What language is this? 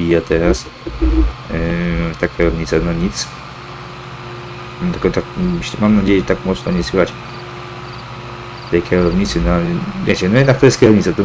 Polish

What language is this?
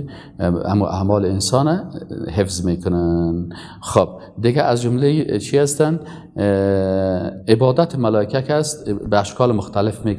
Persian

